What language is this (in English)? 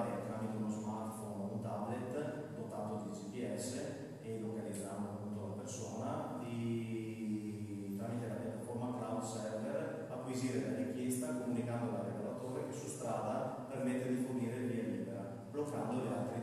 Italian